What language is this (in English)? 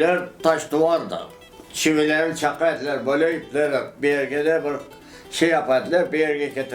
Crimean Tatar